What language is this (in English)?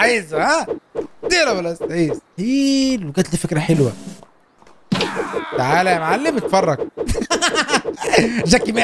Egyptian Arabic